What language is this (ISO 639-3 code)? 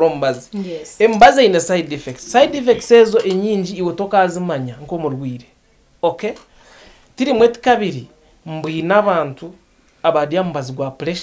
nyn